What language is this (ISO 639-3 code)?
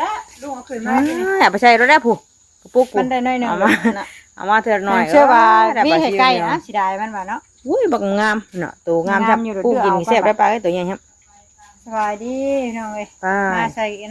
tts